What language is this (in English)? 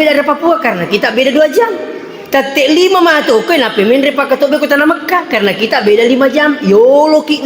Buginese